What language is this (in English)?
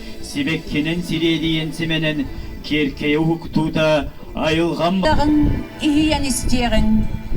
Yakut